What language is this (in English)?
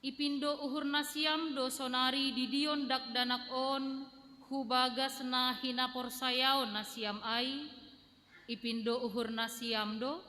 Batak Simalungun